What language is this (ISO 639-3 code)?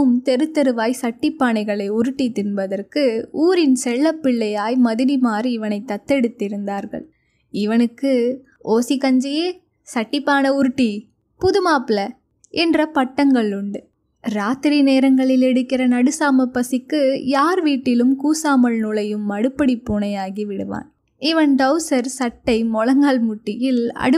tam